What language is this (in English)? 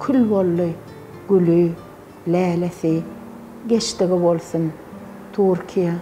Turkmen